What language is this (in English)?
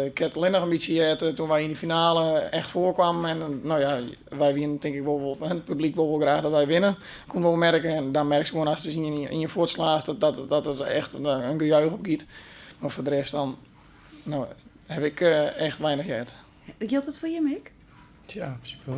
Western Frisian